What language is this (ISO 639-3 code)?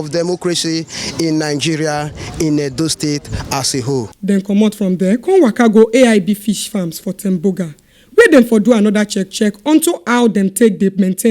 pcm